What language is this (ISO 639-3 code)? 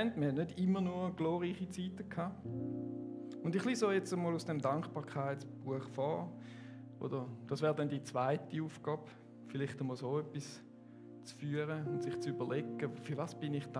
gsw